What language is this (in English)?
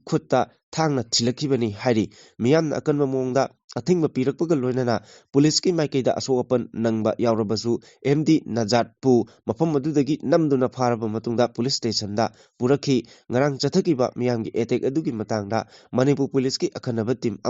Manipuri